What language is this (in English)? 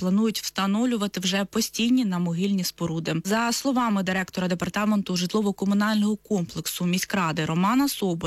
Ukrainian